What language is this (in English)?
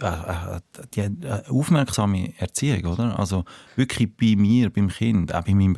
Swiss German